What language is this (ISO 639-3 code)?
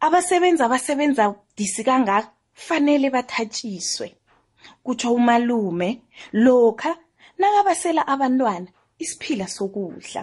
nbl